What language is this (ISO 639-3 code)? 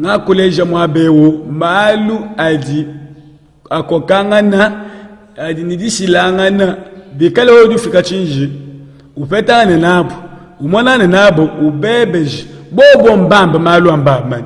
lua